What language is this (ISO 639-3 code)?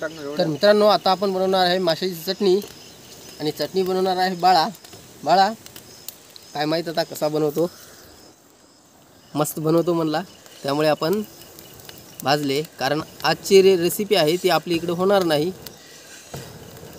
mar